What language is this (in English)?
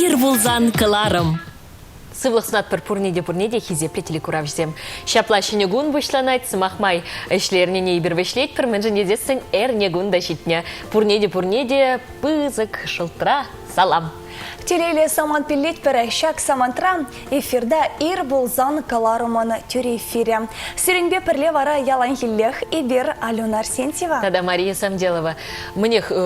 Chuvash